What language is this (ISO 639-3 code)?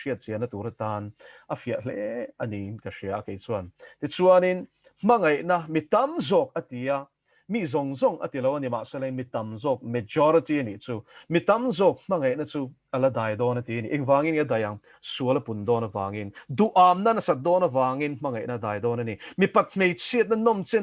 lus